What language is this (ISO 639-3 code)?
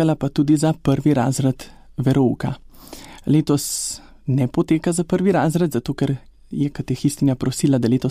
slv